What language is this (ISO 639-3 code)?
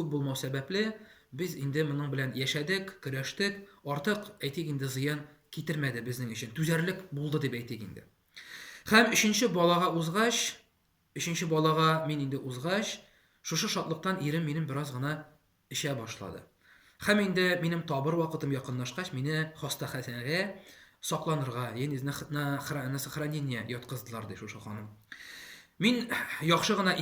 tat